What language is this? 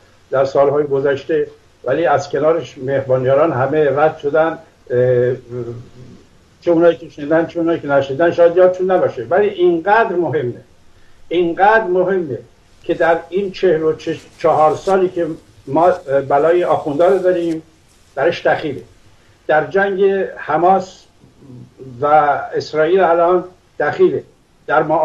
Persian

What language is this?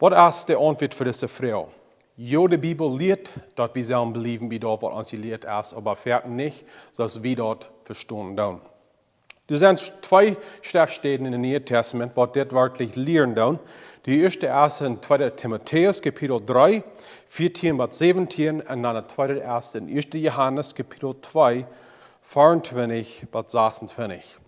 Plautdietsch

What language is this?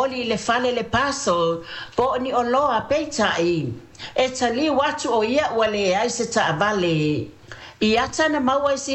Samoan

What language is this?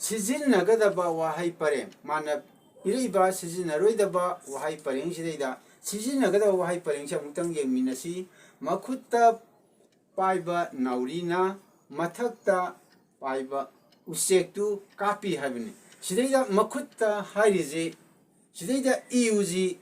Manipuri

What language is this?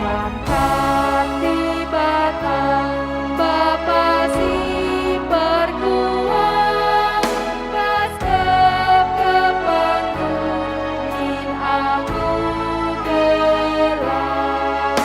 Batak Karo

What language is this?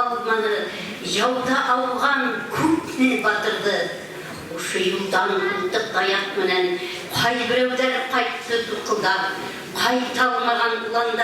Bashkir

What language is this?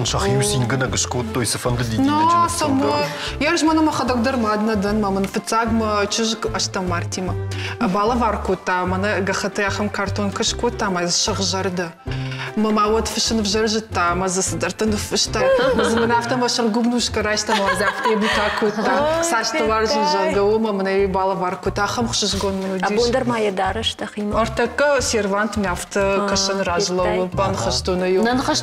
Ossetic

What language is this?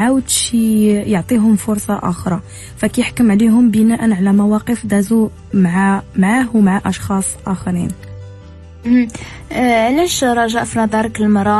Moroccan Arabic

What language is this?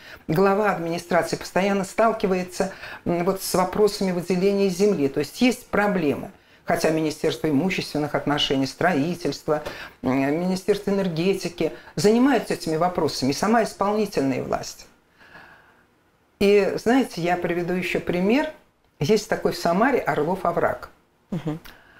Russian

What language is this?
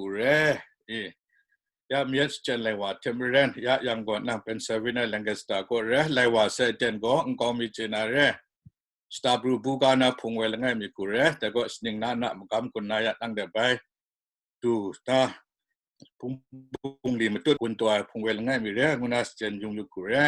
Kachin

